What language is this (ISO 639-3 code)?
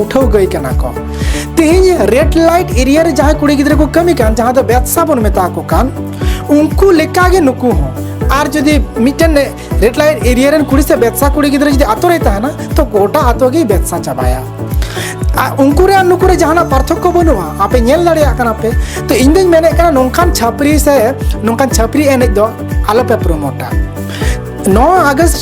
sat